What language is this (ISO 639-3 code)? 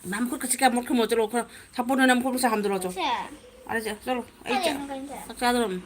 mni